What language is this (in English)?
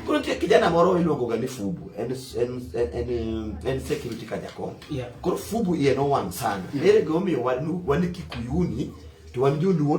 Luo (Kenya and Tanzania)